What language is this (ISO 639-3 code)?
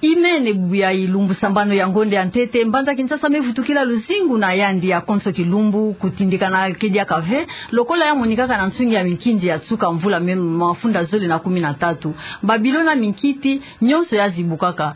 ktu